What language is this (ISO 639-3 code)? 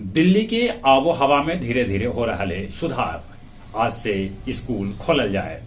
mag